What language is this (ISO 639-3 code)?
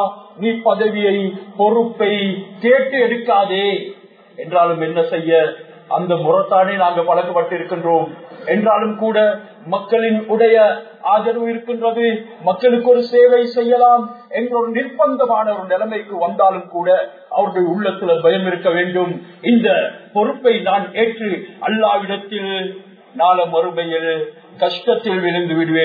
tam